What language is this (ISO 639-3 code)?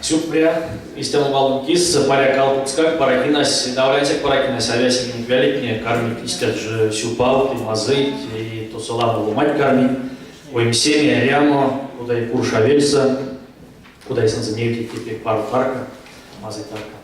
myv